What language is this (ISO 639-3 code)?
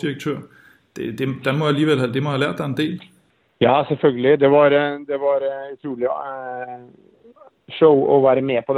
dan